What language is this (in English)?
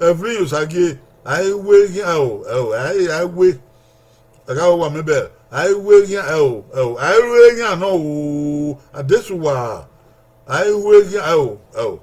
Bini